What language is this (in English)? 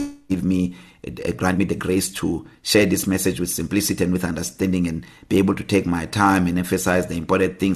English